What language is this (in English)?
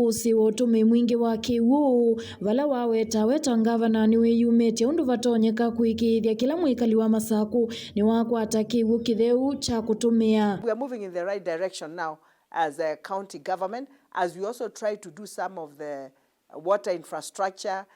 Kamba